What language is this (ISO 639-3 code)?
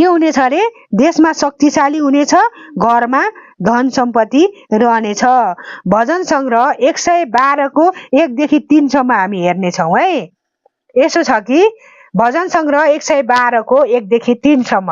nep